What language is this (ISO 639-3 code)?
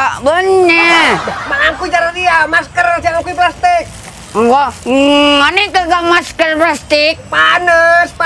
mad